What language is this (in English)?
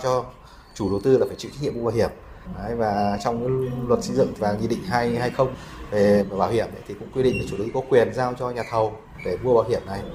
Vietnamese